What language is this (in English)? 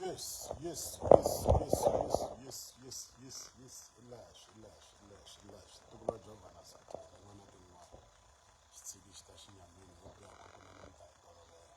Tsonga